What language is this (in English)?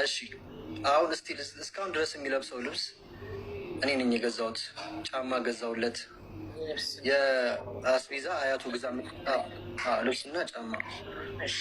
Amharic